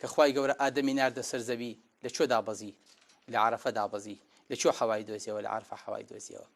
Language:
Central Kurdish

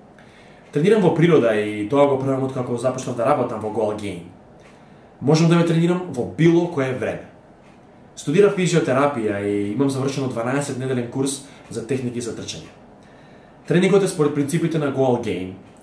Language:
Macedonian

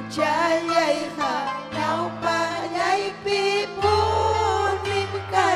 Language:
Ayacucho Quechua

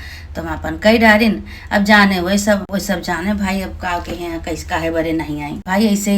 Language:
Awadhi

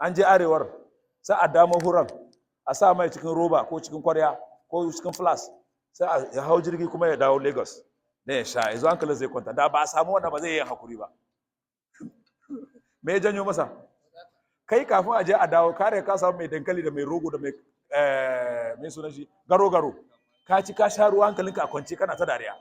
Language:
Hausa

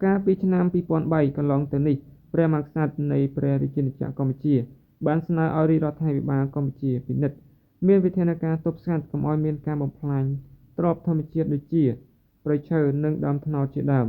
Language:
Khmer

